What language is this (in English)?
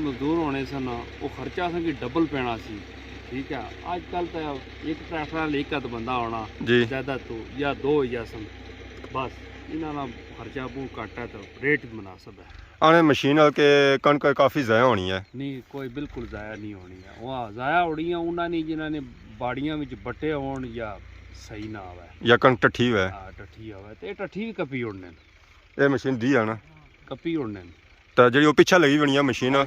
Pahari-Potwari